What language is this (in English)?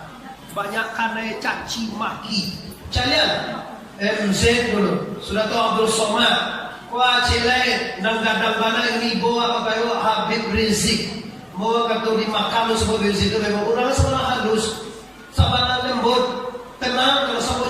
Minangkabau